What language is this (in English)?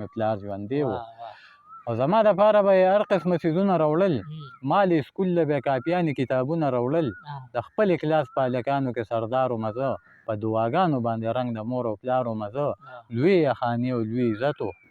Pashto